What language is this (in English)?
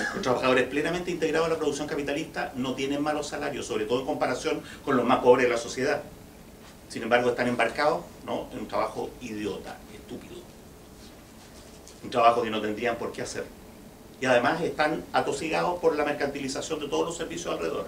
Spanish